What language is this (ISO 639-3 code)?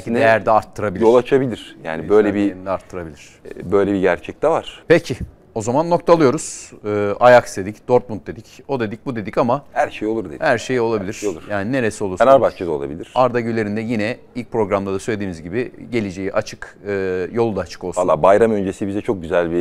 tur